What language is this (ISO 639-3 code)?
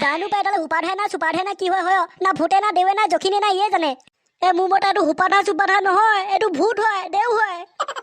asm